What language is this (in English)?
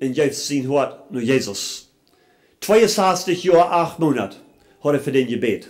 Plautdietsch